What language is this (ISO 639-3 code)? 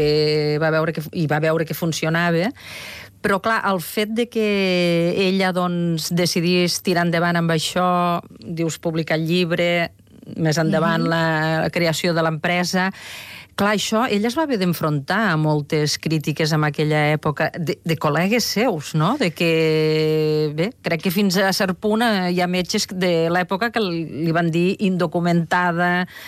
cat